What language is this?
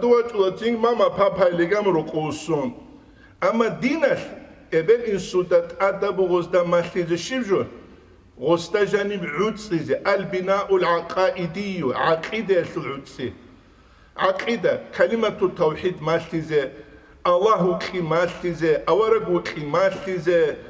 Avaric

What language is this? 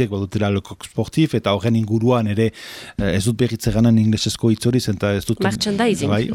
Basque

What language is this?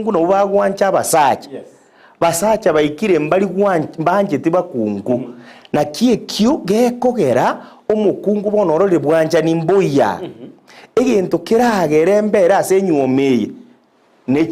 Gusii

